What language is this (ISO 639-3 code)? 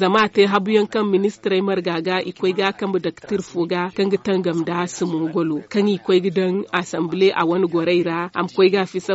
dje